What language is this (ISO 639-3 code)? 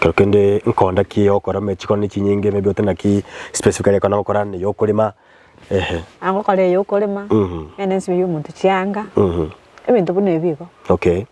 guz